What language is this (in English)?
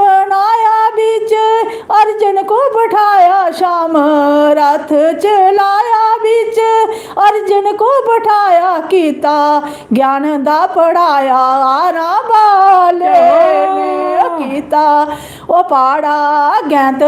Dogri